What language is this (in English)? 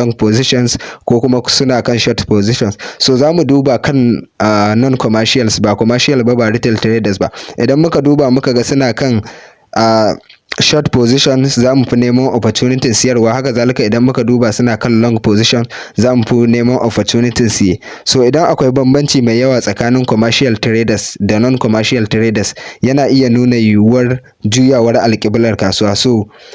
Hausa